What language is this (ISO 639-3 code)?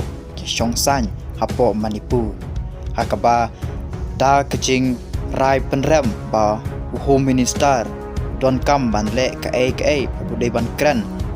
kha